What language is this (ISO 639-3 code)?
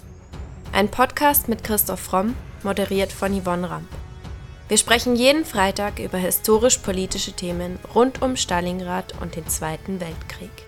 deu